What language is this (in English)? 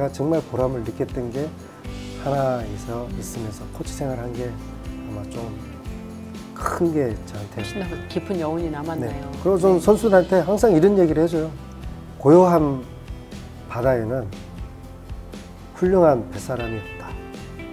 Korean